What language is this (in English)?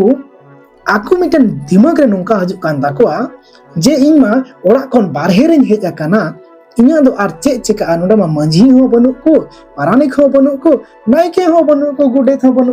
Santali